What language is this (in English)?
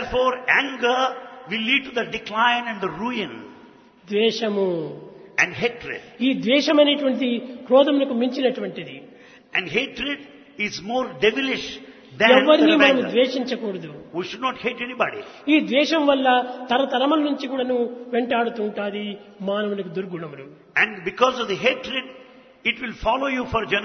Telugu